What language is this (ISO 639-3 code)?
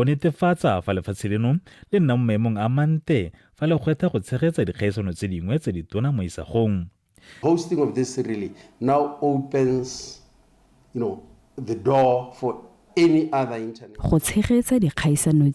tsn